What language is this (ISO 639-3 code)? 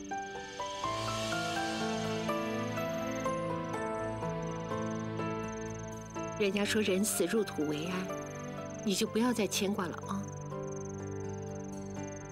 zho